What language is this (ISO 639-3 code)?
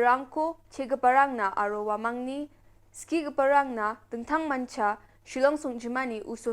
grt